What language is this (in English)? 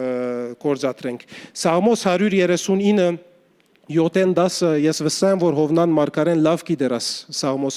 Western Armenian